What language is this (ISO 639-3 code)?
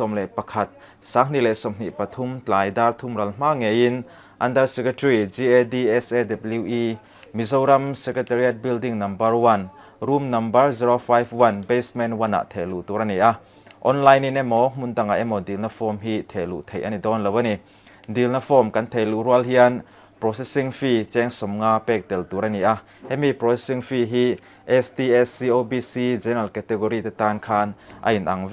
lus